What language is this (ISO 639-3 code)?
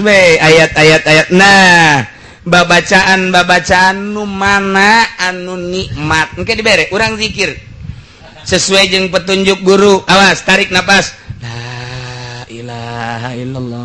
sun